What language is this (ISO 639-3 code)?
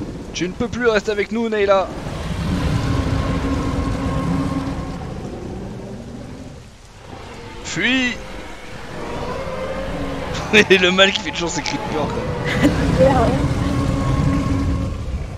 fra